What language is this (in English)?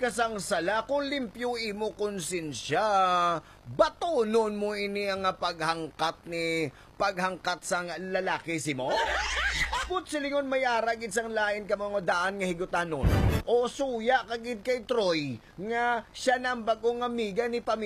Hiligaynon